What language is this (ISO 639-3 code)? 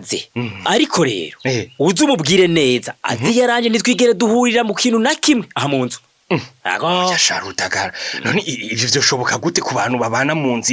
run